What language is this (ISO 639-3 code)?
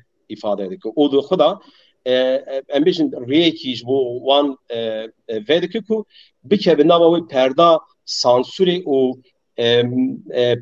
kur